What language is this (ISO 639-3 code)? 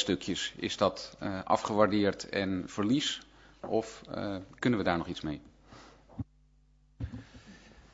nld